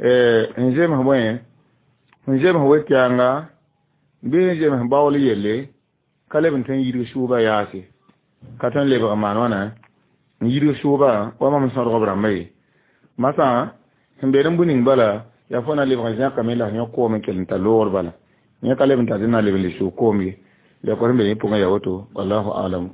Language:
Mossi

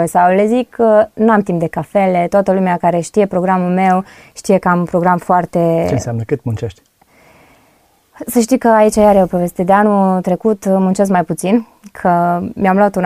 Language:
Romanian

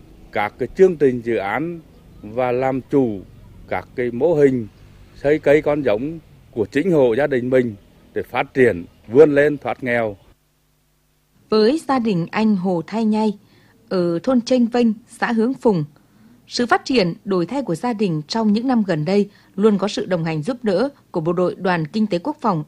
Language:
Vietnamese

